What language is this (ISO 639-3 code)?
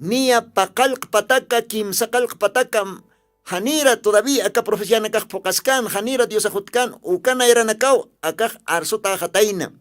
aym